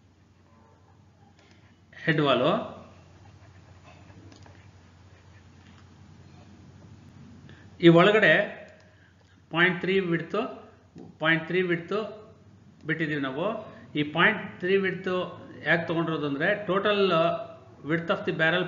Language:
Kannada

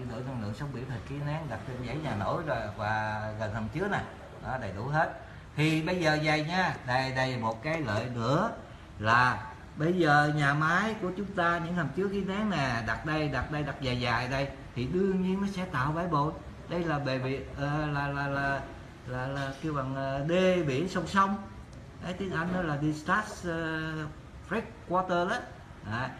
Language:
Vietnamese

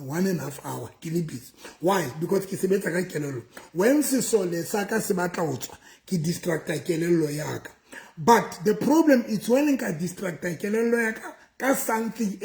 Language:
Southern Sotho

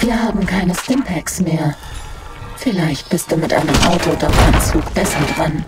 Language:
Bavarian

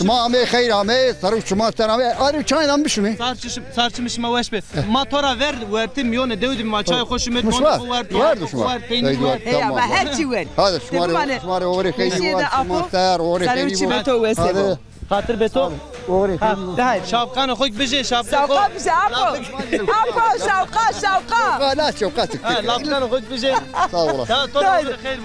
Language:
Zaza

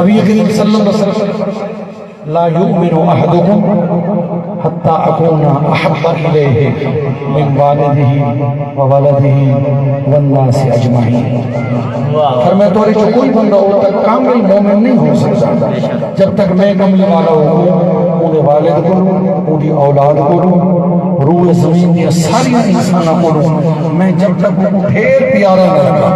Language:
Saraiki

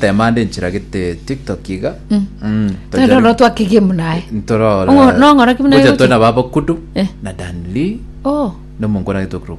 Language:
Gusii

